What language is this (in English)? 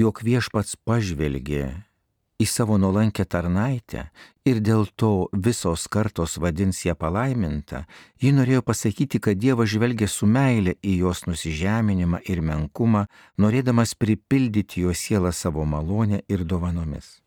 Lithuanian